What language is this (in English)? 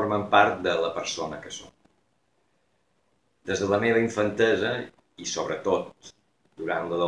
Catalan